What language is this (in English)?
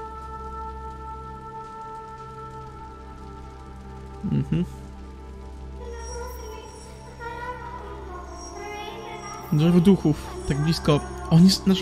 Polish